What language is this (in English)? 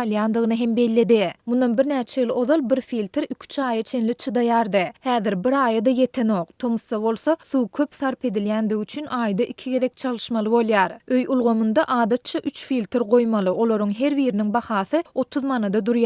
Turkmen